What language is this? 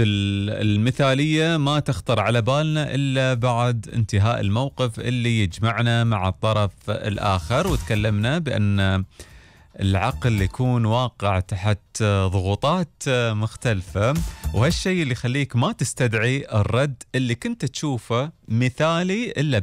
Gulf Arabic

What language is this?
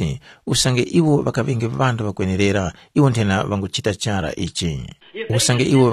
Tumbuka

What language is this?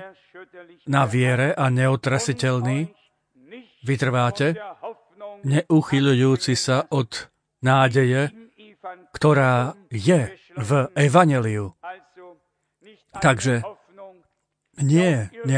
Slovak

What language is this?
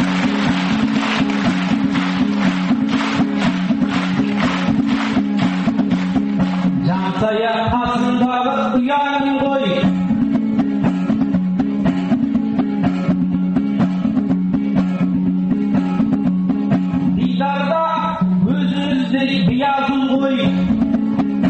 Kazakh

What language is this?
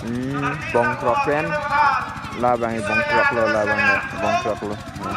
Karbi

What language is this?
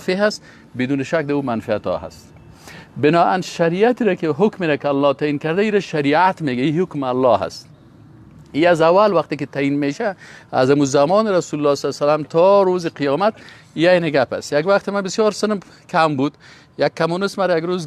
Persian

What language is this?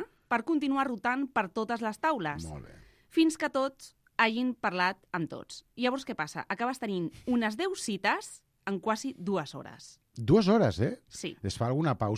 Catalan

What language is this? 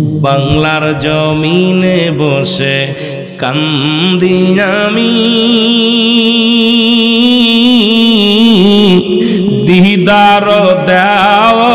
Bangla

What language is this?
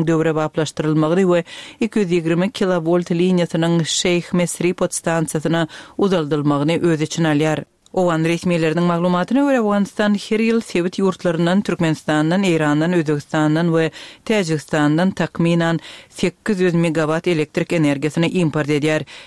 Turkmen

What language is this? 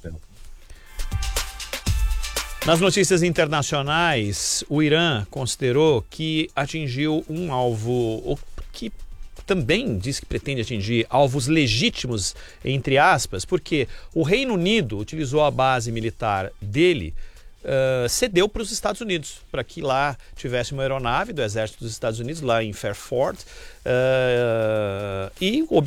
Portuguese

